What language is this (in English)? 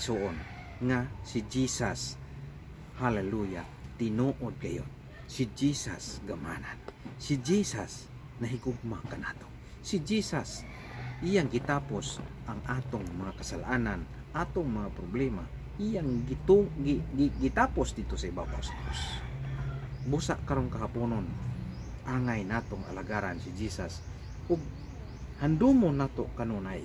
Cebuano